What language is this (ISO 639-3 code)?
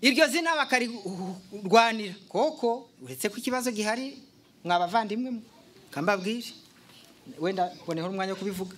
kin